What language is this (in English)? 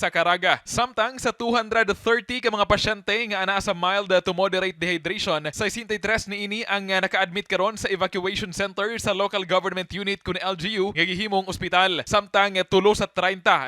Cebuano